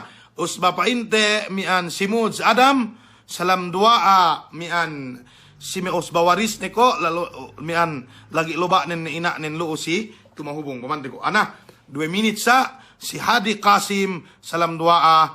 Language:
Yakan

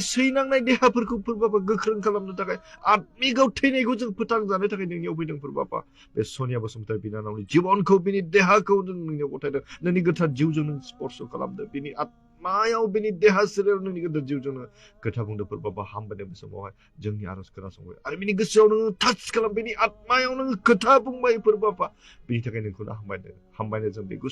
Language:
Bodo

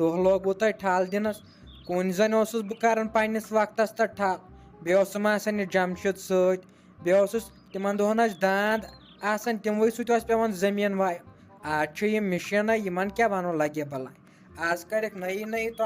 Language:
Kashmiri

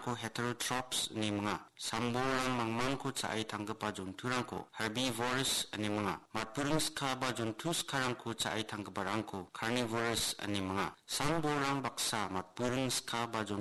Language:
Garo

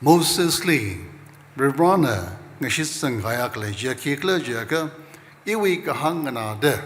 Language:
Tangkhul Naga (India)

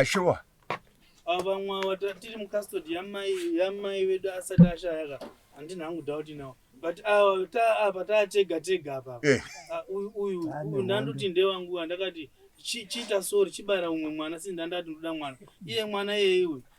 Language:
Shona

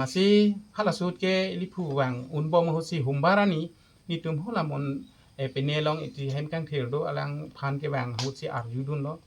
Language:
Karbi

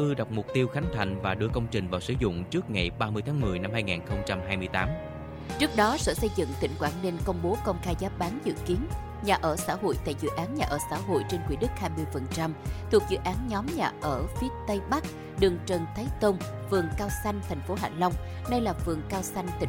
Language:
Vietnamese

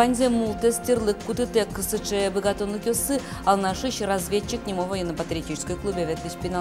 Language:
Udmurt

